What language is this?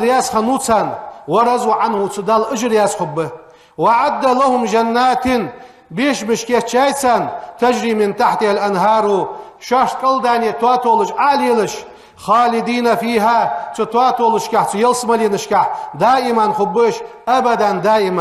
Ingush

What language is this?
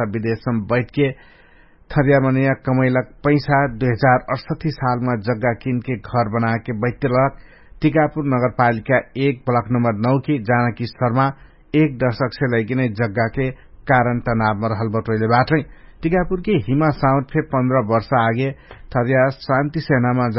Dangaura Tharu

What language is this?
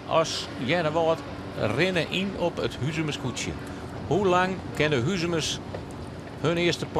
Western Frisian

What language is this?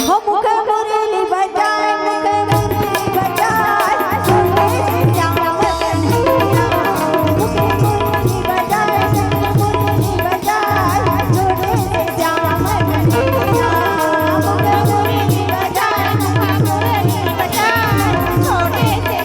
Chhattisgarhi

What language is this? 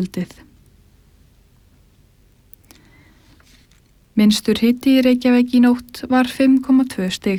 Icelandic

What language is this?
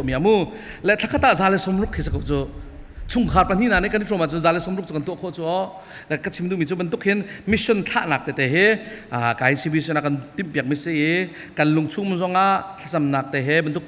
Falam Chin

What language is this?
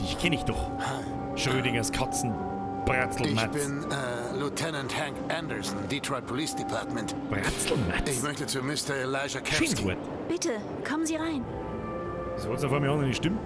Bavarian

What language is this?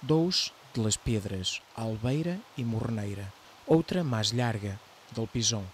Mirandese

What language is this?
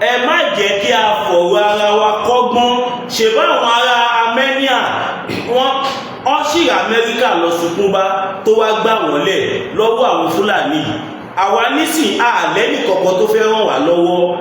Yoruba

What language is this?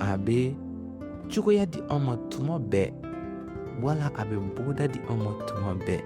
Bambara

